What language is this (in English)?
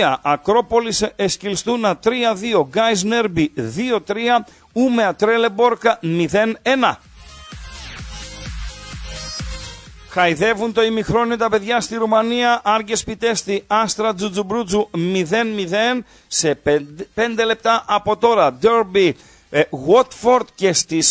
Greek